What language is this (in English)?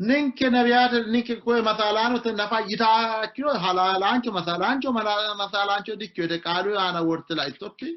Sidamo